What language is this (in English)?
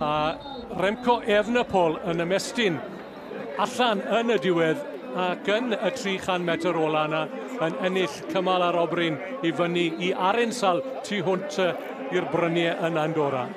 Welsh